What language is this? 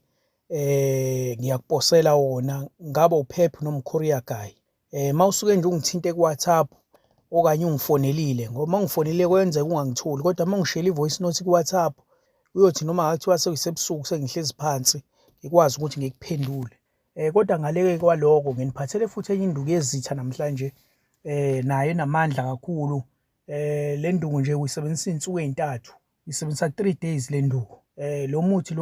Zulu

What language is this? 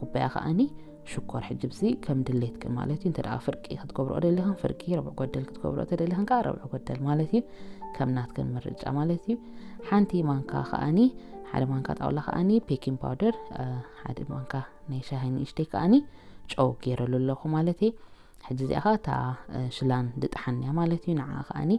Tigrinya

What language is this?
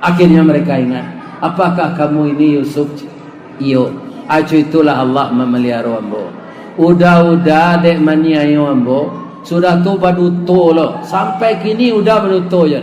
Minangkabau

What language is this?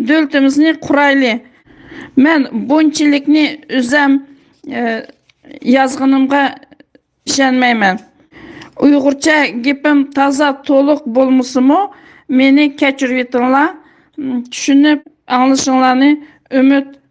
Uyghur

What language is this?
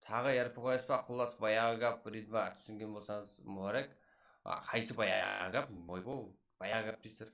Kara-Kalpak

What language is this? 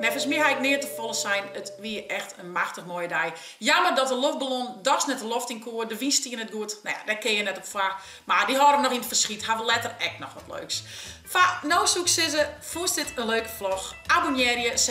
Western Frisian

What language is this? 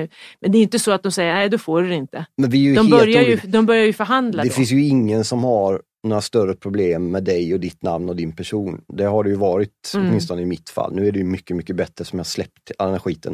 Swedish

